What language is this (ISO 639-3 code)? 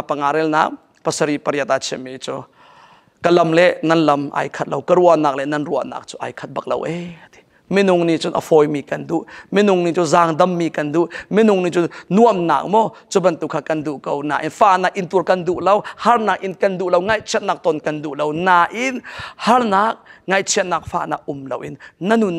cnh